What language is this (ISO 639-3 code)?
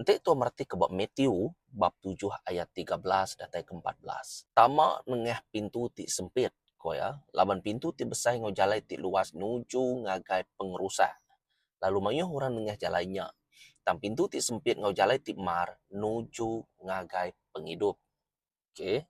iba